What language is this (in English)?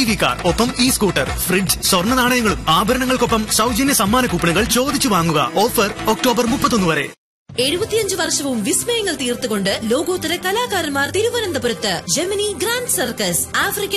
Malayalam